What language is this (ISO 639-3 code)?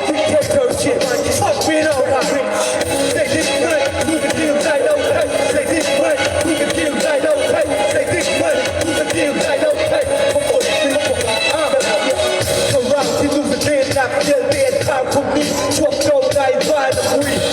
cnh